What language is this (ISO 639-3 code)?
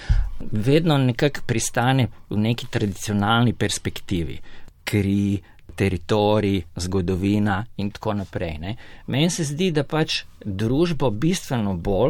slv